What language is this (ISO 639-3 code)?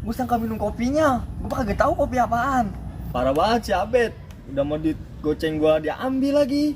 bew